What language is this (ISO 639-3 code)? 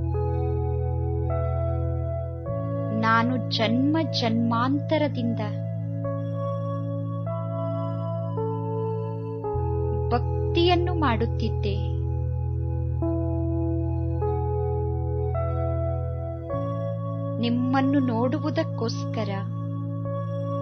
kan